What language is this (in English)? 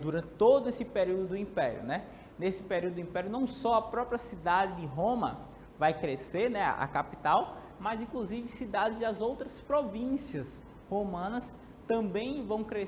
Portuguese